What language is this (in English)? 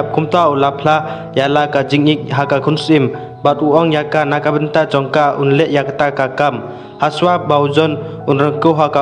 Khasi